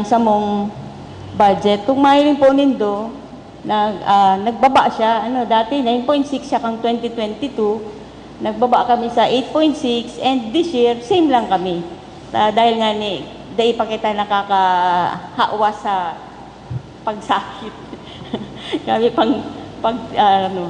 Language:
Bikol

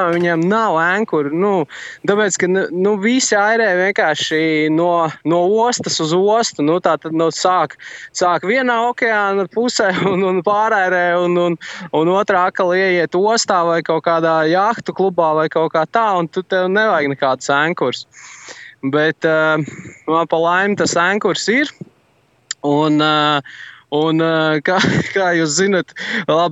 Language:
Latvian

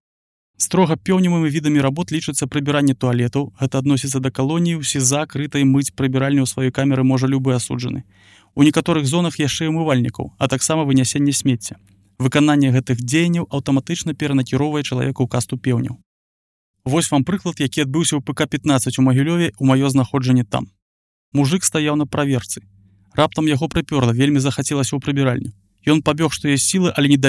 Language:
Belarusian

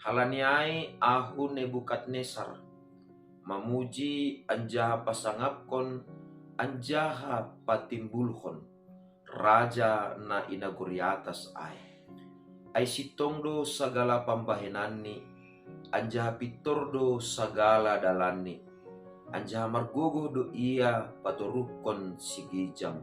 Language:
Batak Simalungun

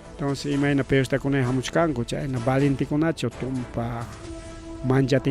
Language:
Ayacucho Quechua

